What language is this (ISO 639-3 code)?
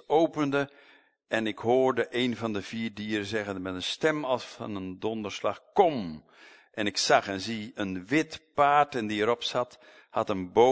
nld